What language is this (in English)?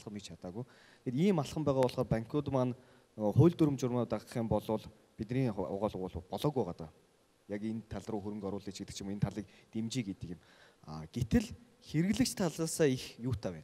Mongolian